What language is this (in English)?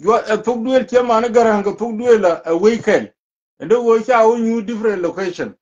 Nuer